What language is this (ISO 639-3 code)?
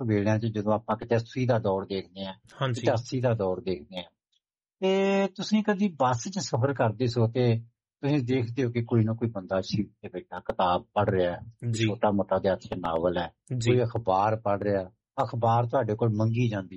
pan